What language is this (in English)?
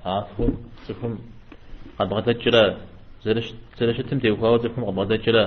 Kabardian